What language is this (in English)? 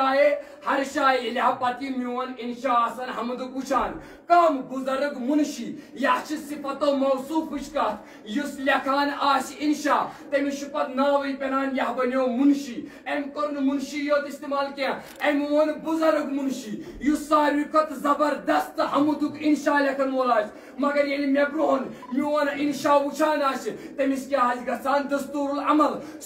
Kashmiri